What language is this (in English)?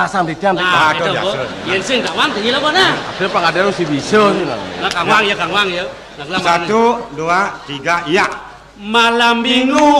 Balinese